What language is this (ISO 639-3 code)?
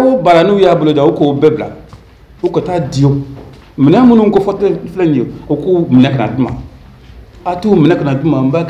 bam